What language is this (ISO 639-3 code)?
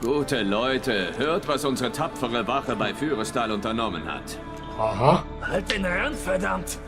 gsw